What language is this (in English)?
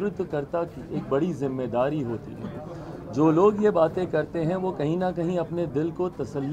Hindi